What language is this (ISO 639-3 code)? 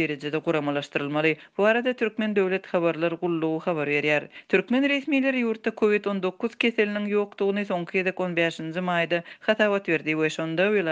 tuk